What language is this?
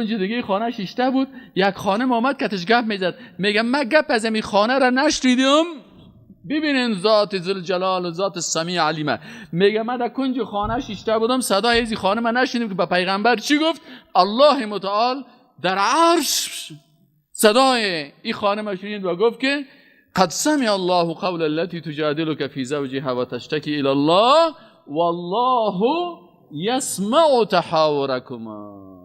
Persian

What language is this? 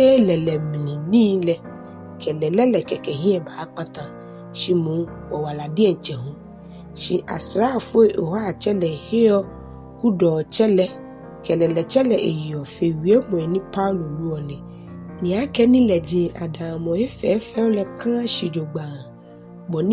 Ga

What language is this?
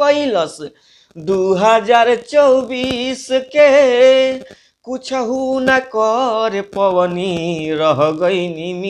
Bhojpuri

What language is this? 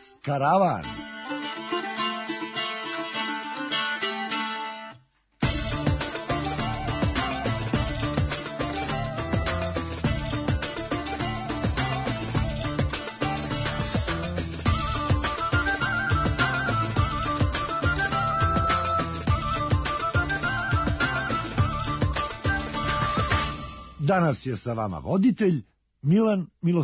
Serbian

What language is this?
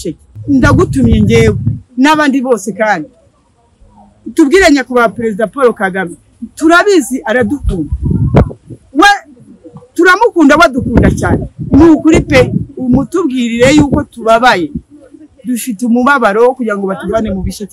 Kinyarwanda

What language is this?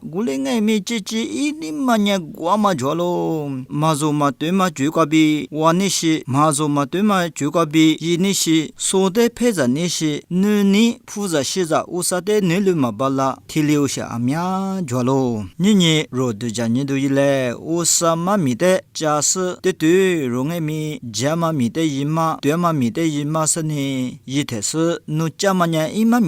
Lisu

